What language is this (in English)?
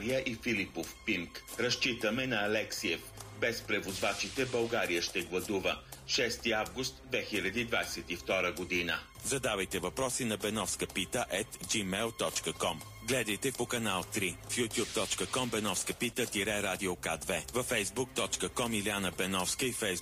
Bulgarian